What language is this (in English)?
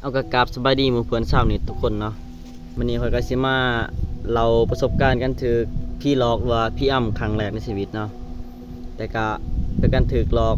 Lao